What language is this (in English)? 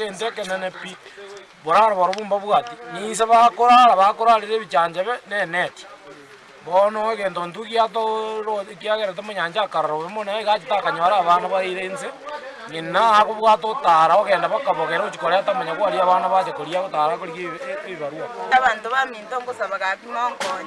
Gusii